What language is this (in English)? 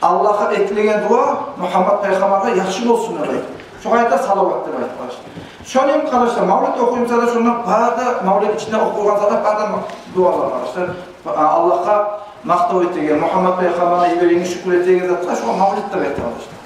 Kumyk